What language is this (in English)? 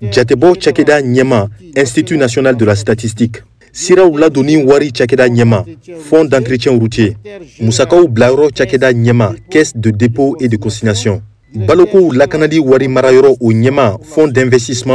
Bambara